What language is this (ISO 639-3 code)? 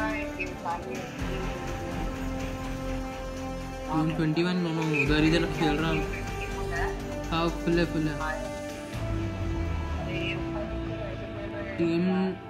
hin